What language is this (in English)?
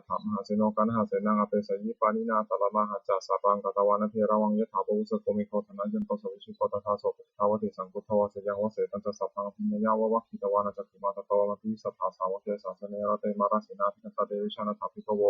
Pali